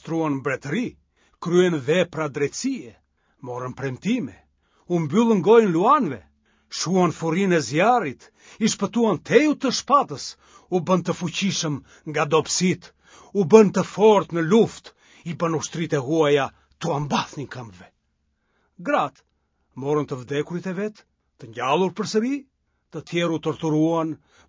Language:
Albanian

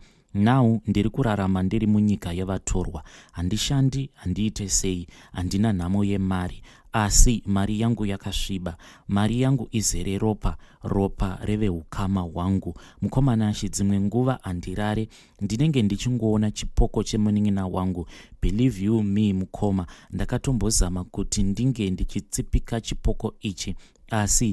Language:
Shona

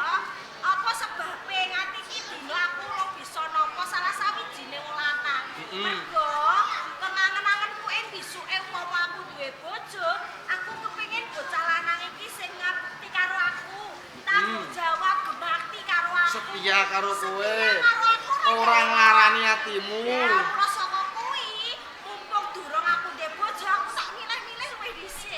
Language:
Javanese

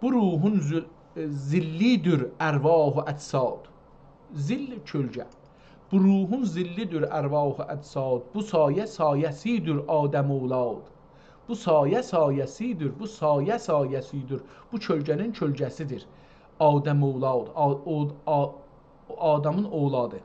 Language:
South Azerbaijani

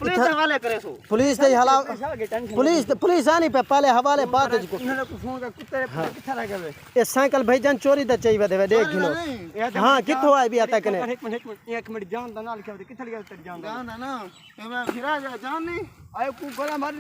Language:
Saraiki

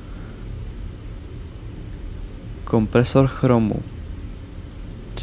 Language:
Czech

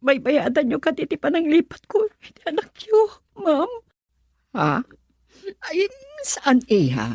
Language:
Iloko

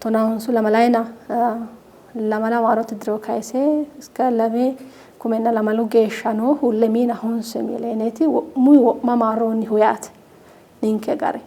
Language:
Sidamo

